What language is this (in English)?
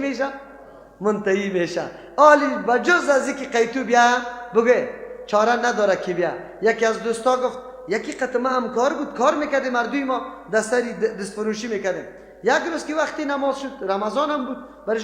Persian